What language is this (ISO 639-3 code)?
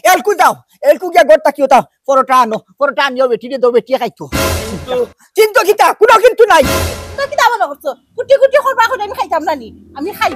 syl